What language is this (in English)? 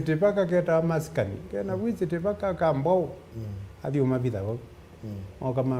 Kamba